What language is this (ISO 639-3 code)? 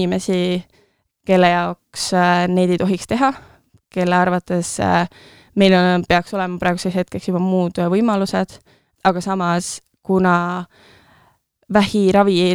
est